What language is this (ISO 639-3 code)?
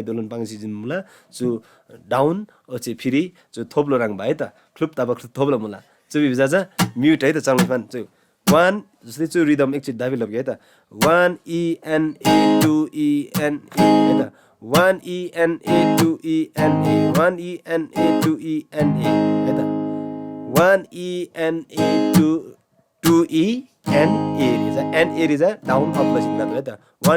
taj